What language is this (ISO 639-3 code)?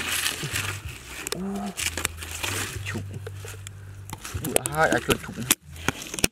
vie